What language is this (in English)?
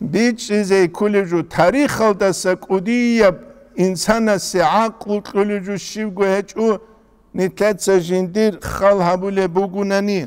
Avaric